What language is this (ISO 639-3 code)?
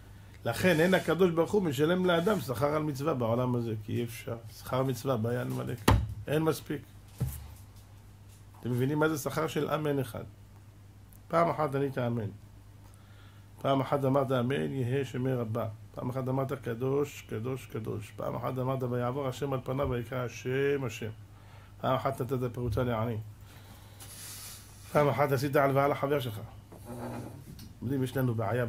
heb